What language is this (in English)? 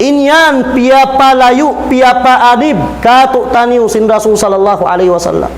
Tausug